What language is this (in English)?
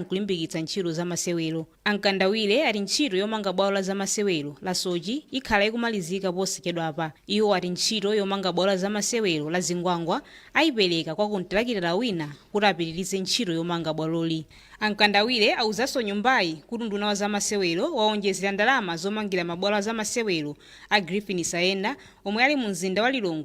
Nyanja